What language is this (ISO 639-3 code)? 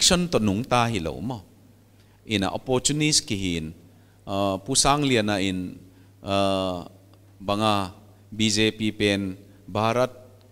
pck